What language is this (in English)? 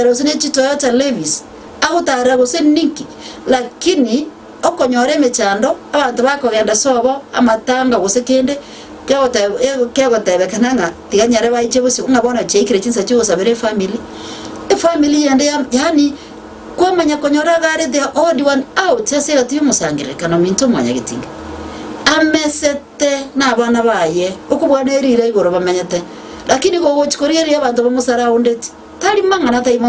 Gusii